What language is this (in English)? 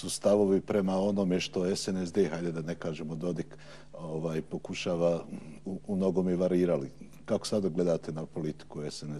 Bosnian